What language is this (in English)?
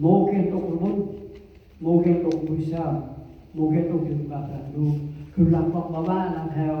Central Mnong